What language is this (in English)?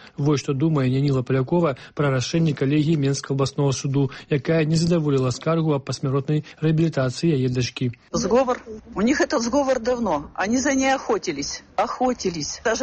Belarusian